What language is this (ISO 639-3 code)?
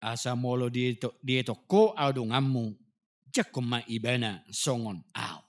bbc